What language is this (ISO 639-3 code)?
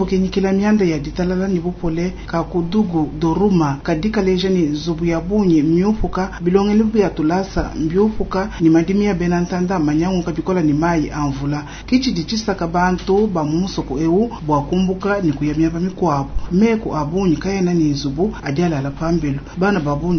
lua